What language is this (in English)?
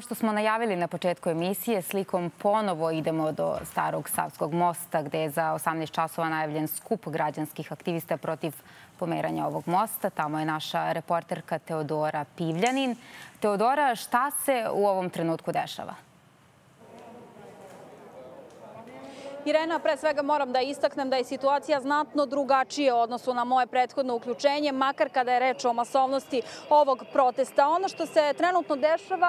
Serbian